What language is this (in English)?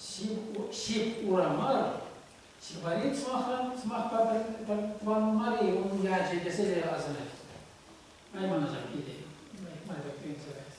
Chuvash